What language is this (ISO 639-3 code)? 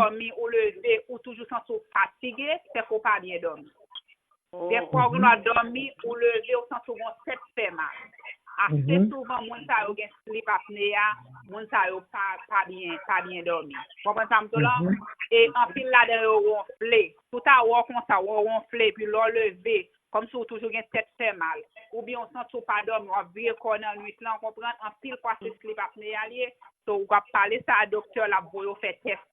hat